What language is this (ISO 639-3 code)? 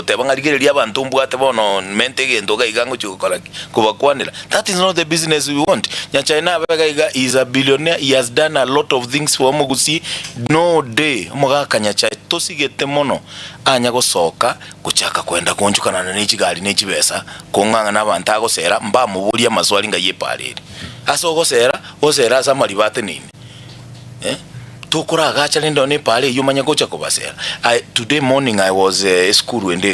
guz